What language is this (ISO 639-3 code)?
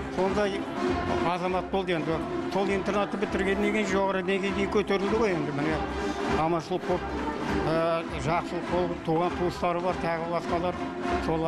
kaz